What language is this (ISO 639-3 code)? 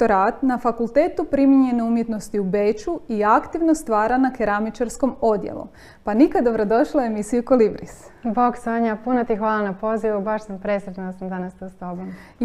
hrv